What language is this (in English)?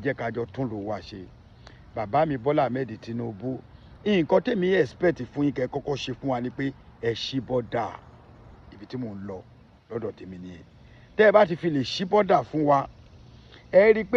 Yoruba